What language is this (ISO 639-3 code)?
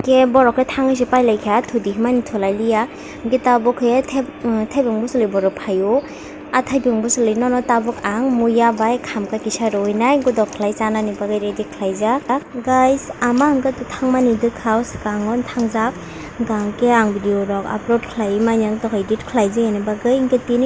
trp